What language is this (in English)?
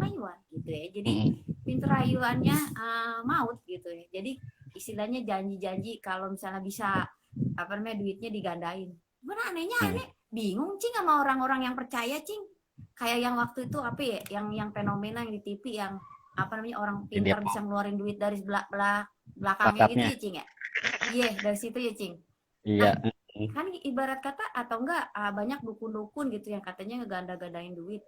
Betawi